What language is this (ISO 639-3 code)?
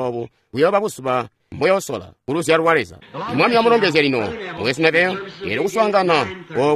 toi